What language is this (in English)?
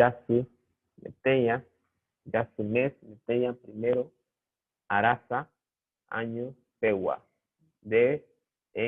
Guarani